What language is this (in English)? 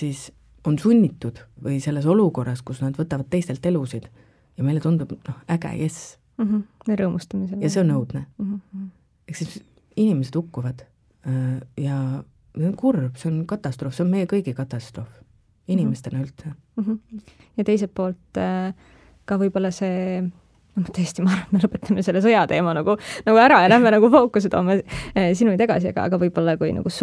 Estonian